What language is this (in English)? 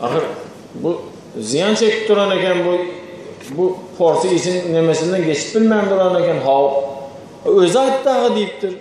Turkmen